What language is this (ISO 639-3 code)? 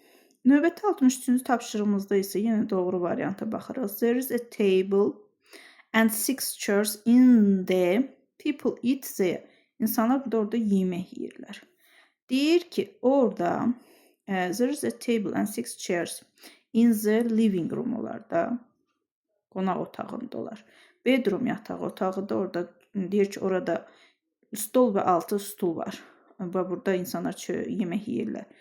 aze